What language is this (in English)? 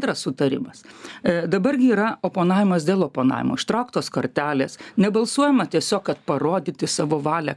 Lithuanian